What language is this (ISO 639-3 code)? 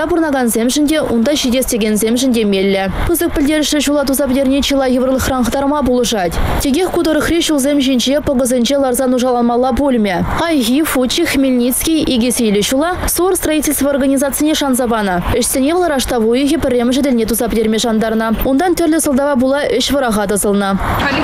chv